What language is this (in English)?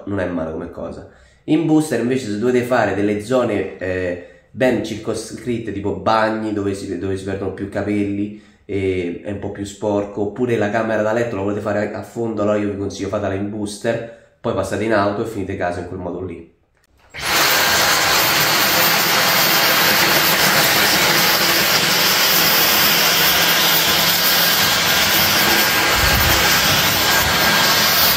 Italian